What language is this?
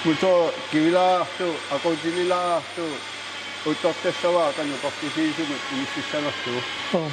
Kalaallisut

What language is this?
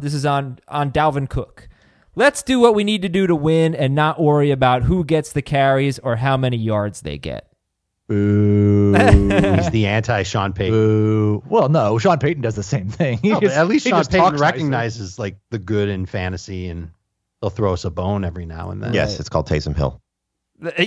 English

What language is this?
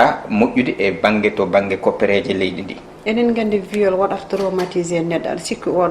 Fula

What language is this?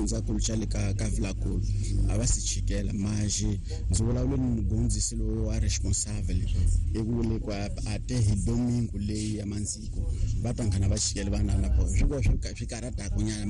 Tsonga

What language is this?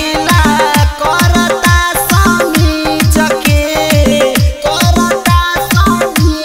Bhojpuri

